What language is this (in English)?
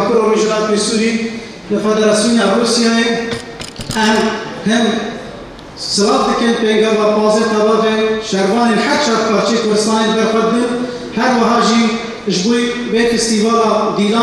Kurdish